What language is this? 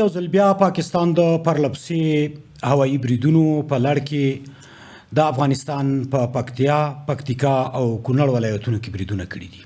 Pashto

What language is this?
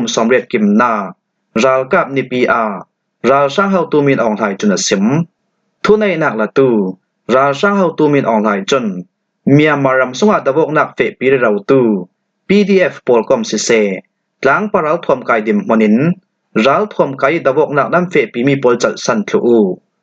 Falam Chin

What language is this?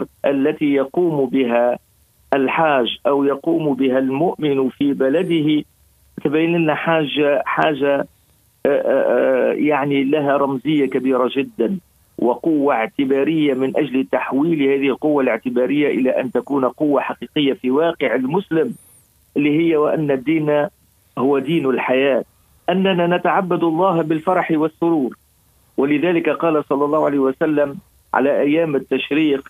Arabic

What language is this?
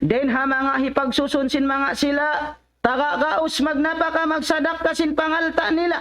Tausug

